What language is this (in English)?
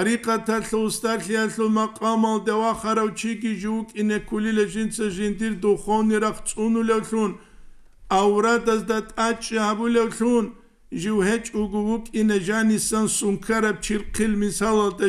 Avaric